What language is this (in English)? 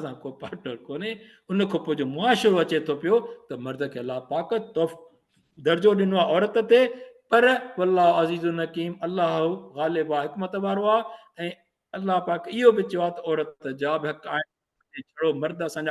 Sindhi